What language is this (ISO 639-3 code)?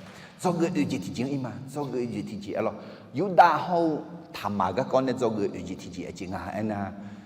ahk